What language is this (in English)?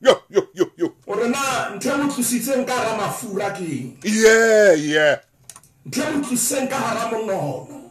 Southern Sotho